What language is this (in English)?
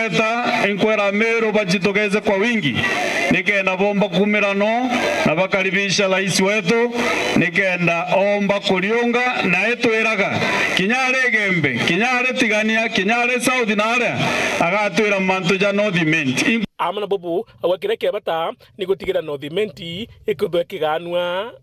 Meru